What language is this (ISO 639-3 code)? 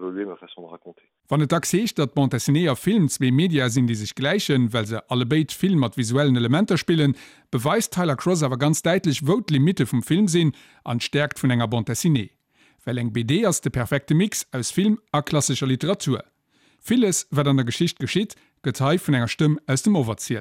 ltz